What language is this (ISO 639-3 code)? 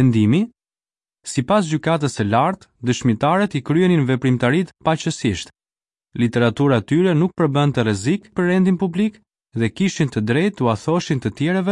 sqi